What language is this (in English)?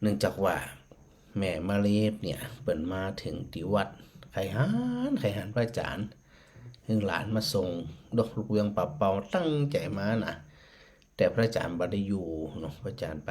Northern Thai